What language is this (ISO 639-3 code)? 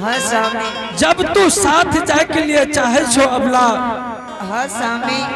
anp